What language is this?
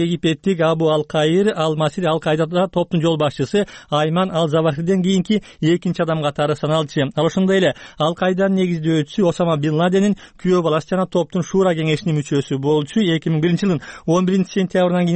Kyrgyz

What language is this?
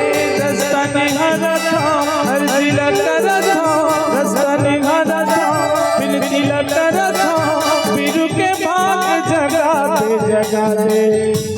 Chhattisgarhi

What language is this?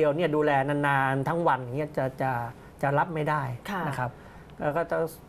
Thai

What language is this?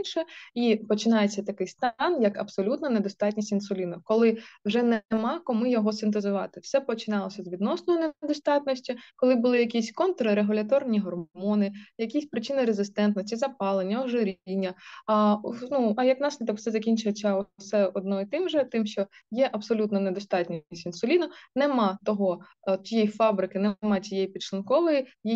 Ukrainian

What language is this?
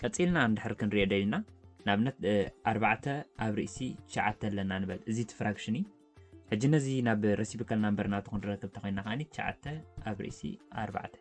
Tigrinya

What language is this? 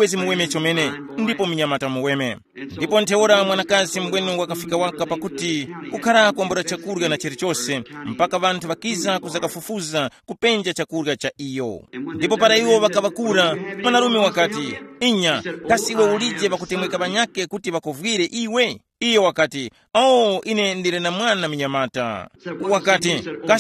Tumbuka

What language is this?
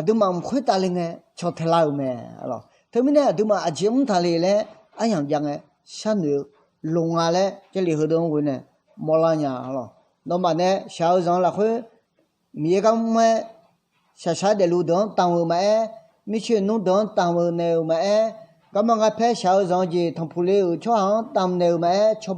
Akha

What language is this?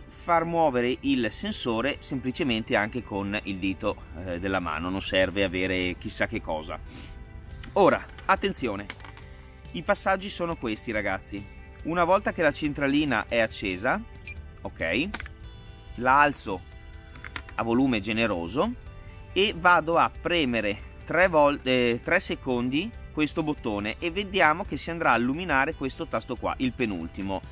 Italian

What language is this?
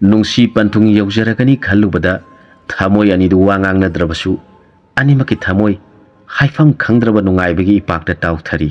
Manipuri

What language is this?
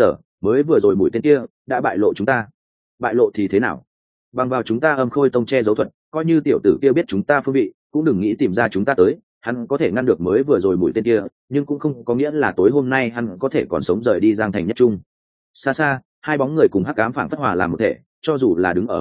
Vietnamese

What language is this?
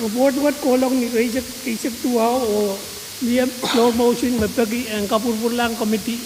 Pohnpeian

